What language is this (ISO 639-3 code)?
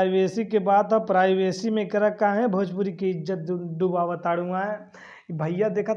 bho